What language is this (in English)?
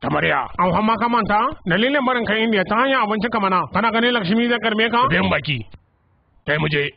Hausa